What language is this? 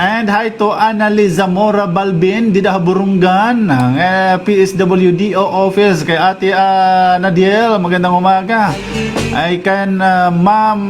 Waray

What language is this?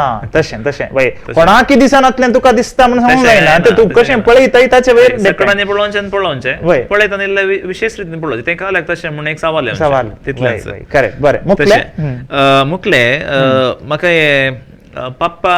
Konkani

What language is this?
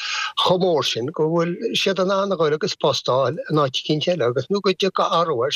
Irish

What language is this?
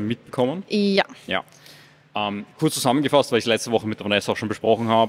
German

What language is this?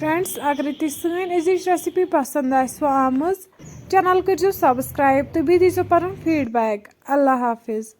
Kashmiri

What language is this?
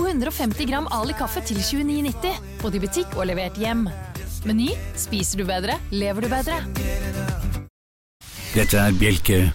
Norwegian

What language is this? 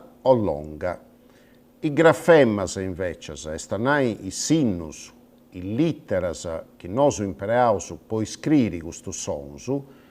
Sardinian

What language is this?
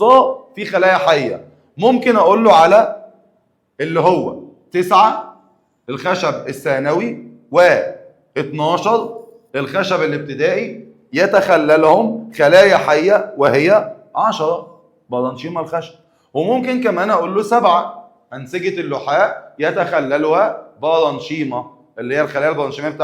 Egyptian Arabic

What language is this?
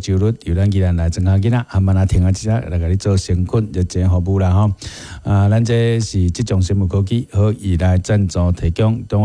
Min Nan Chinese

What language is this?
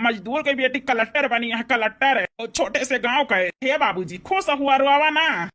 Awadhi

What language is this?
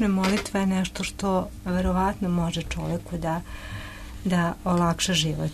Serbian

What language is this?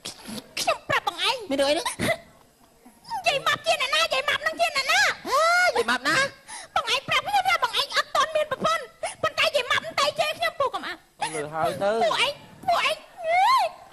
Khmer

